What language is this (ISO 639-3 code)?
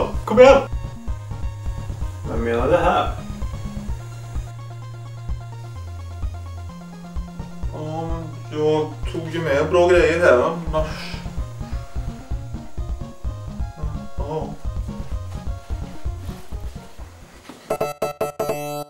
swe